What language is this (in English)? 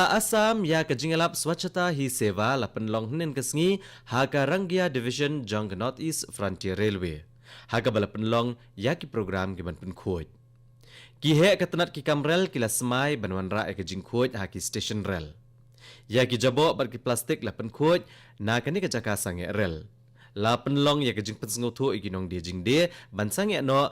Khasi